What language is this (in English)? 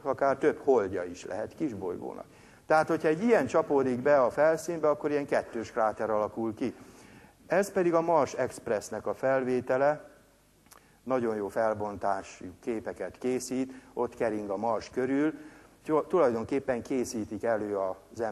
Hungarian